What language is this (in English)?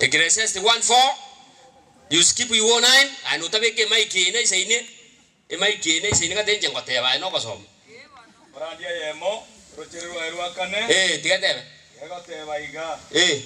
Gusii